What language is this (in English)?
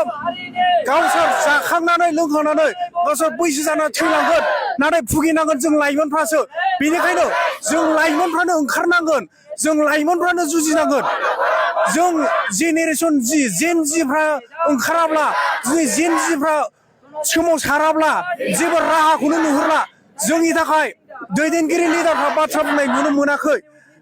Bodo